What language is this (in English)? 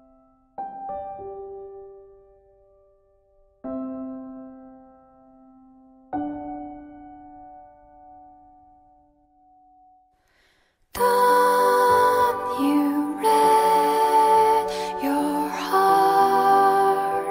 Japanese